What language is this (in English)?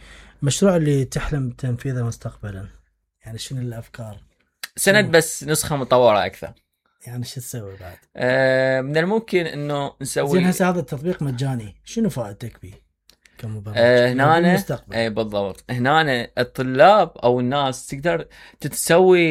Mesopotamian Arabic